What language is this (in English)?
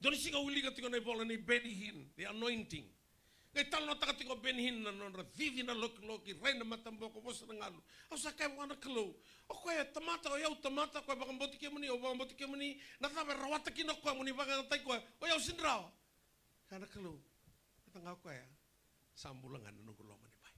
Fijian